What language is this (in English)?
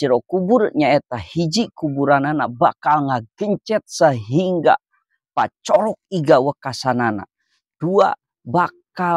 Sundanese